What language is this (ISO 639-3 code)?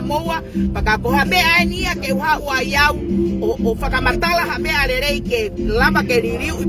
ton